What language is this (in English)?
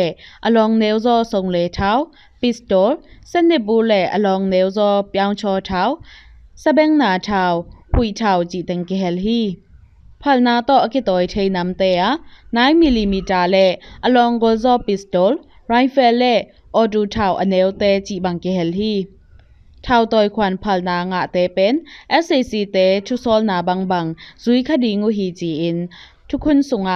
Tedim Chin